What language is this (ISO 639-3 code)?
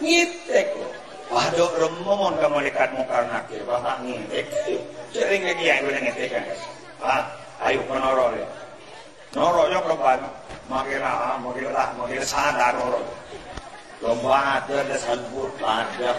mad